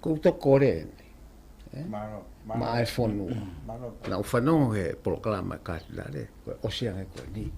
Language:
Tongan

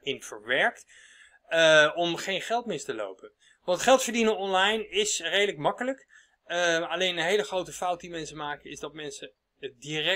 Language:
Dutch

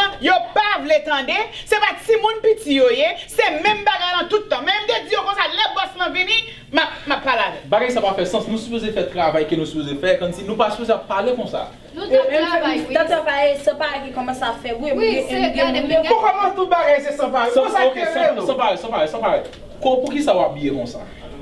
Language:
Haitian Creole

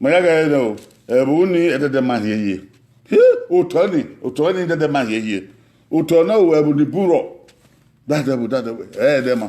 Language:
Bini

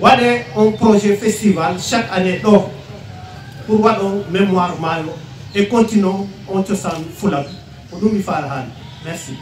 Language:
Fula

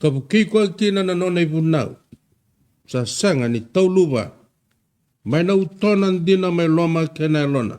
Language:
Fijian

